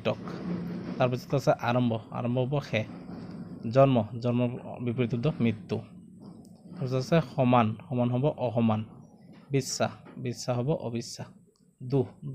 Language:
Assamese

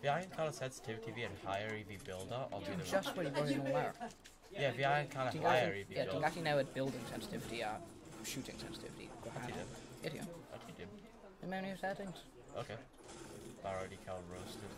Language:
Welsh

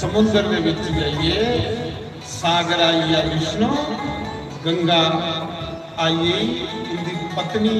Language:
Dogri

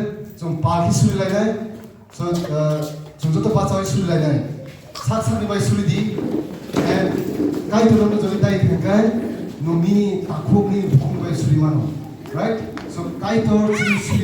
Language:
Kok Borok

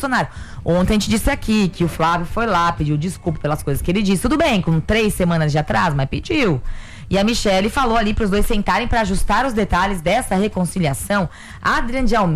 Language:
Portuguese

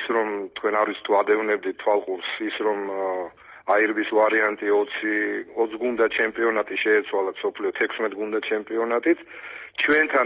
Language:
Georgian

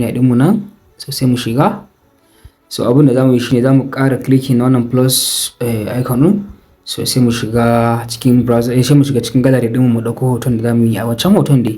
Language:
Hausa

